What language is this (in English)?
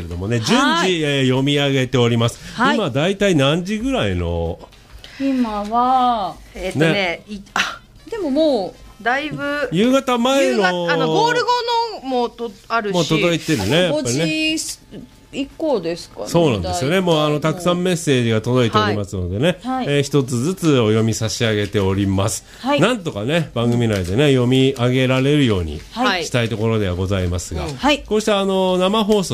Japanese